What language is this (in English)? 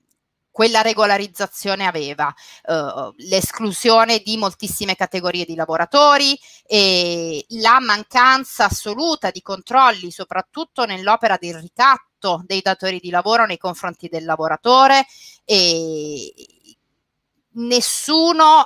Italian